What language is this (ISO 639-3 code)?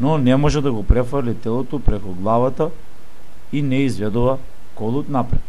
mkd